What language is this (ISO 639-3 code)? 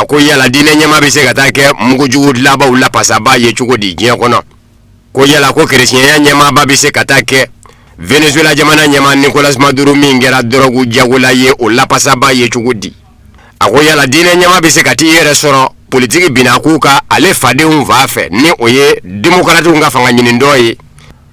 bam